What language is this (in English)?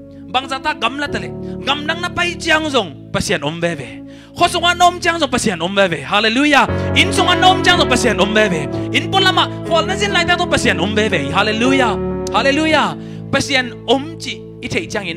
Tedim Chin